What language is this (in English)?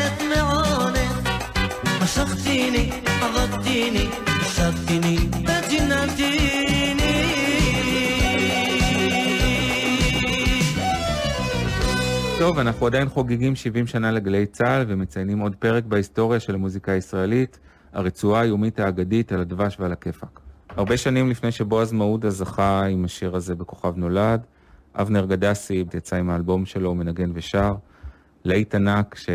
Hebrew